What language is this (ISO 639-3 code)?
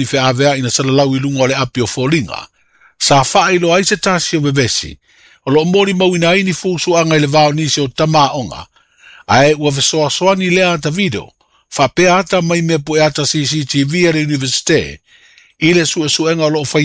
smo